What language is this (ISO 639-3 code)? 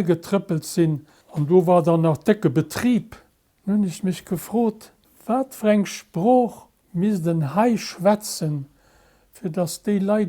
ltz